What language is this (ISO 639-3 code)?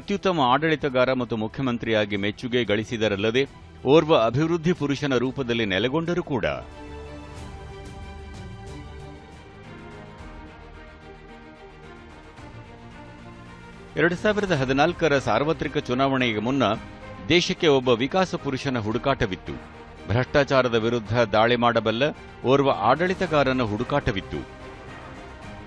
kan